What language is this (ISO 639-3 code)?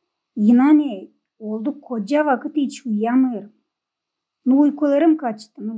gag